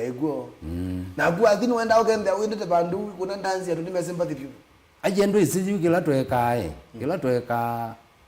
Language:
Kamba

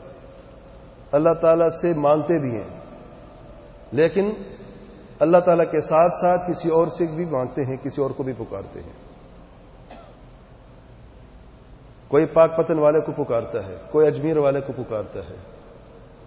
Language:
Urdu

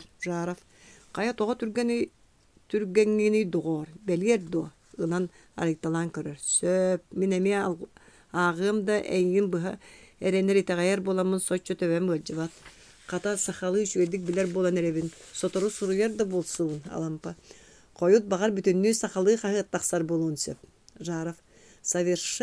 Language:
Yakut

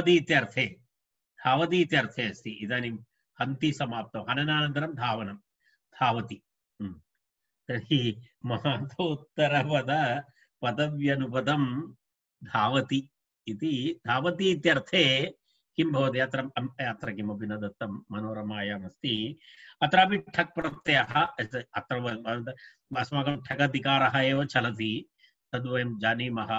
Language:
Sanskrit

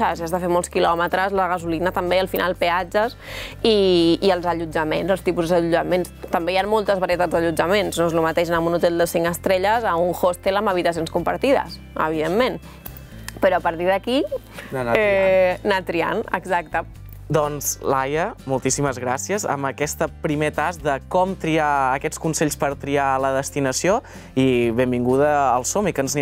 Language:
Catalan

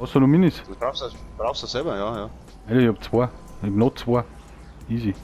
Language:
Bavarian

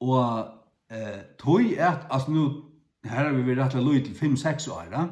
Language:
Faroese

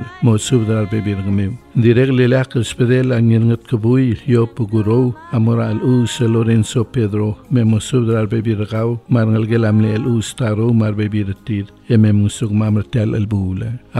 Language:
Palauan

